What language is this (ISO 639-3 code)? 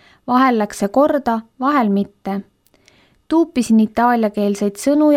est